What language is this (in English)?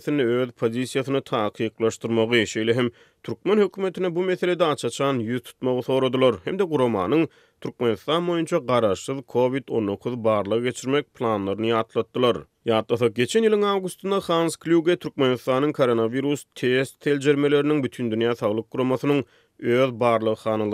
Turkmen